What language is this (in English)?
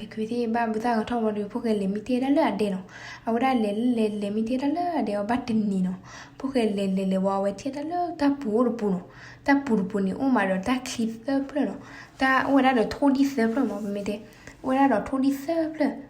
S'gaw Karen